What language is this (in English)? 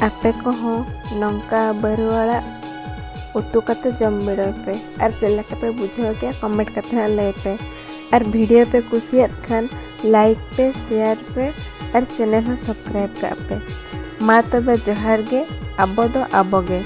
Santali